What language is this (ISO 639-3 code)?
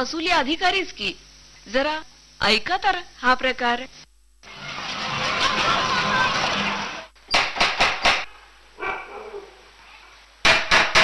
mar